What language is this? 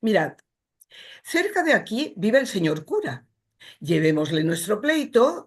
Ladino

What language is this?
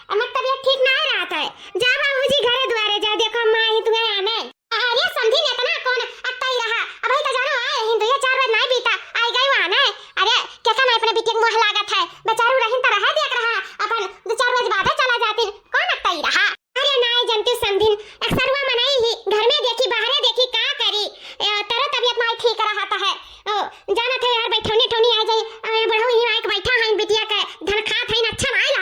Awadhi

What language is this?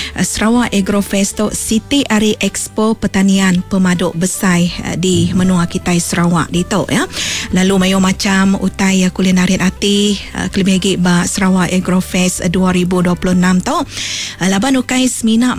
Iban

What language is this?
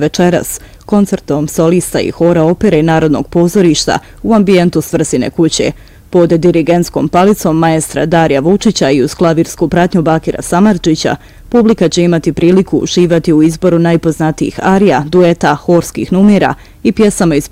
Bosnian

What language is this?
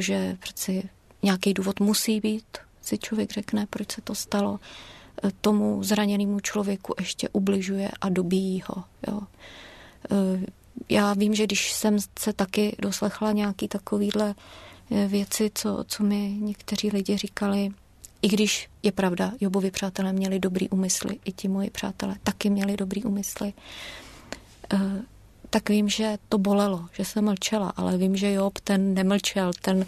Czech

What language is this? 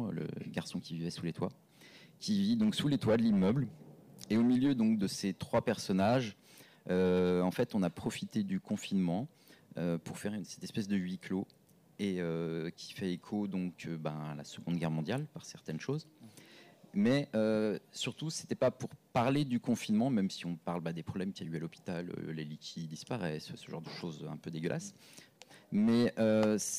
French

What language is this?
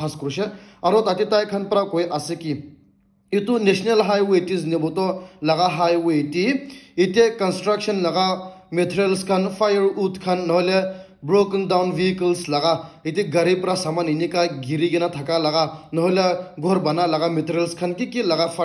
Naga Pidgin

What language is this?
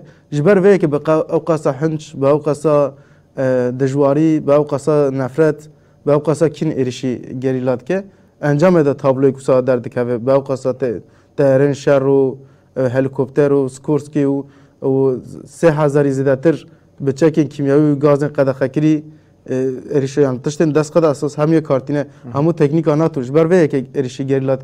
Kurdish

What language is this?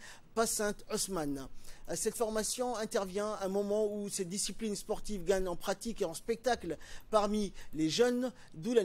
French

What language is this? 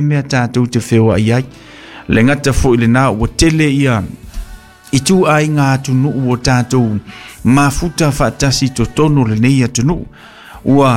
Samoan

